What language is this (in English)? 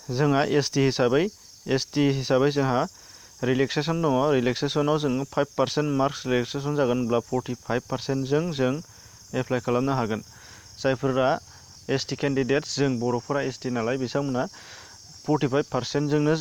Bodo